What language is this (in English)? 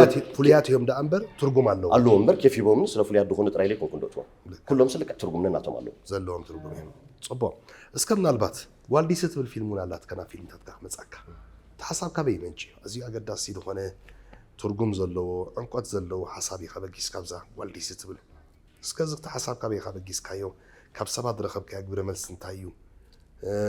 Tigrinya